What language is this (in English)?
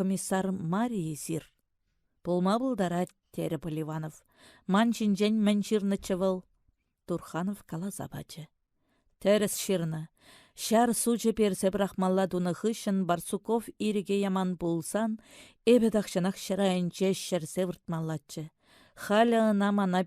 Chuvash